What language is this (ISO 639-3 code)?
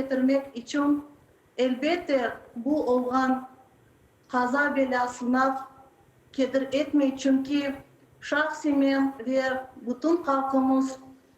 crh